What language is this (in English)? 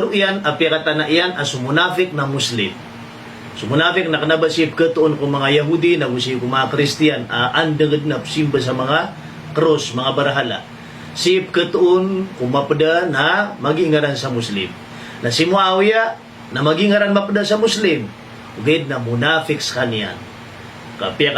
Maranao